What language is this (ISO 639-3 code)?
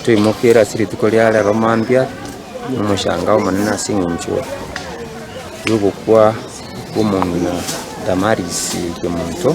guz